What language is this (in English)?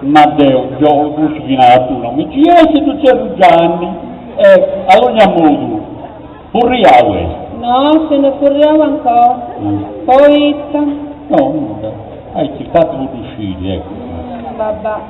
Sardinian